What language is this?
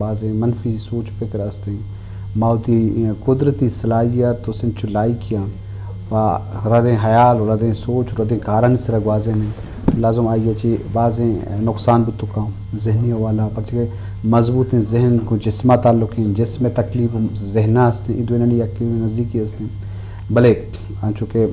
Eastern Balochi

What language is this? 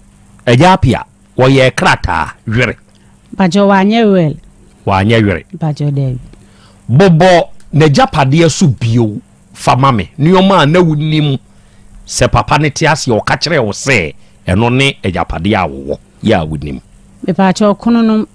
Akan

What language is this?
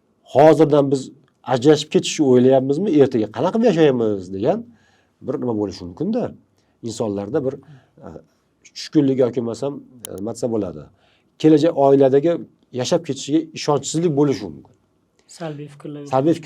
Uzbek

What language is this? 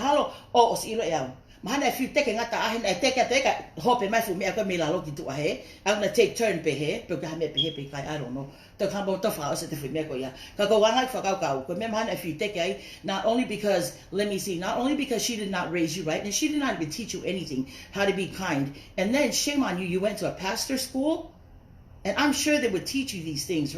Tongan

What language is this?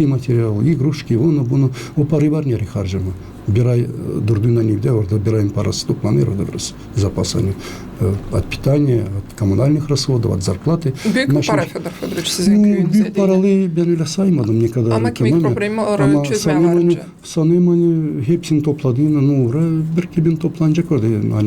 Gagauz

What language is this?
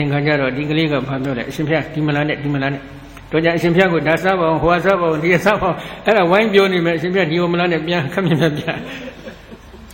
Burmese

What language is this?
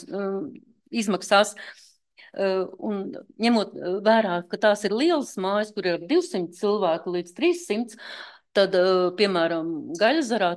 Latvian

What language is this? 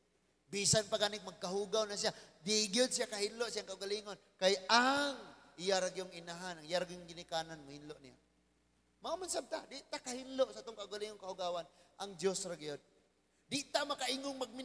Cebuano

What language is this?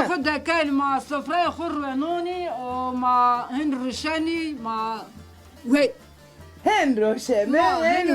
Zaza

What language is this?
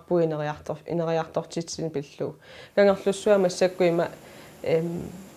Kalaallisut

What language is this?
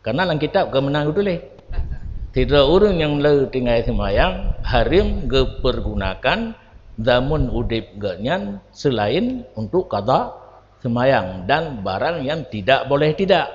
Achinese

